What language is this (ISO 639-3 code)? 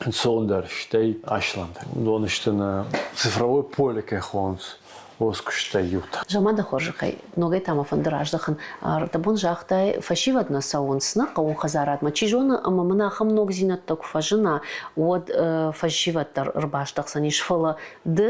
oss